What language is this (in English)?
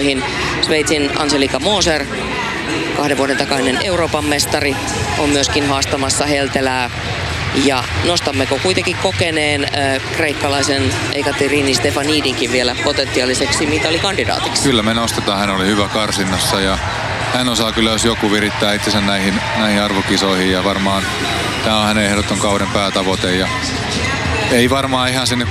Finnish